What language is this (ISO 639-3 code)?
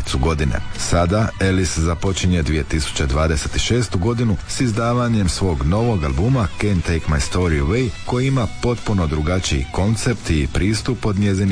hrv